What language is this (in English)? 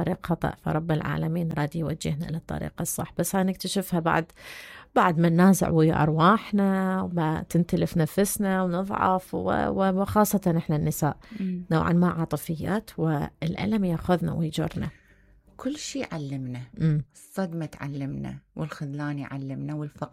Mesopotamian Arabic